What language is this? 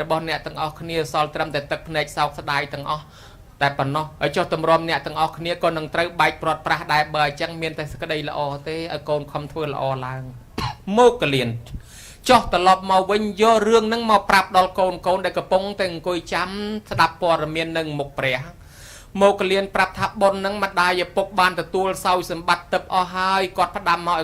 Khmer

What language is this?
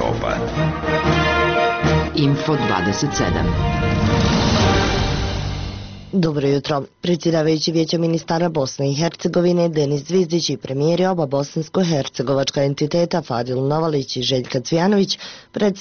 Bosnian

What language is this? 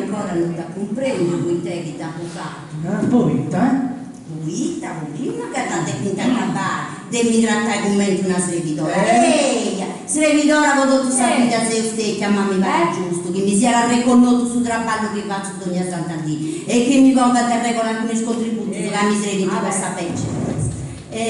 Sardinian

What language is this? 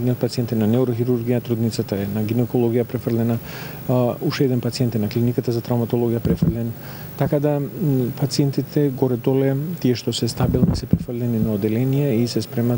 Macedonian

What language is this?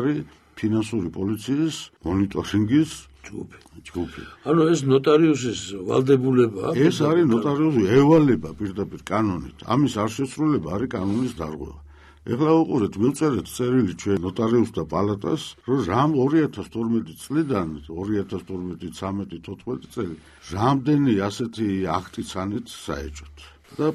Georgian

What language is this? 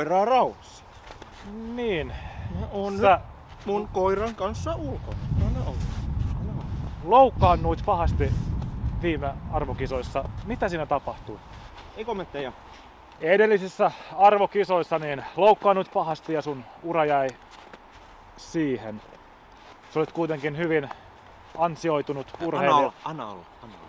Finnish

